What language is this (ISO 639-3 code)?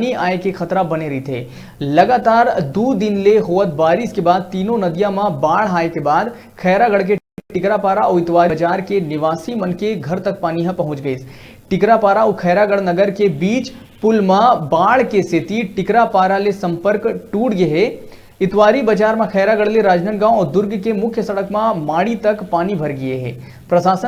hne